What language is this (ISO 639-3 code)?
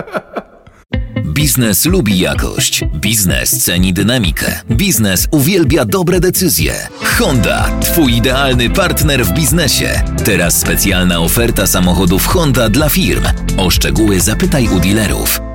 pol